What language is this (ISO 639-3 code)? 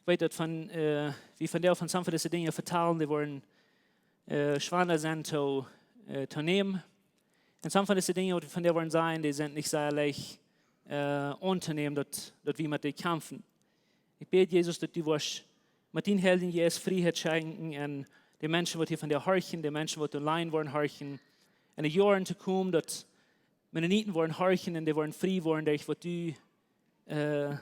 pdt